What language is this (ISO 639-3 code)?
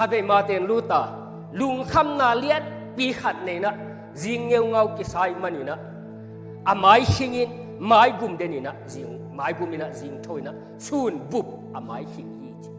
ctd